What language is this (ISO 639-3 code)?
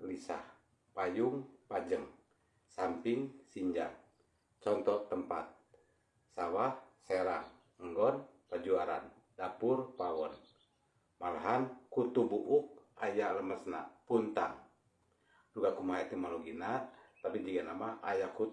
sun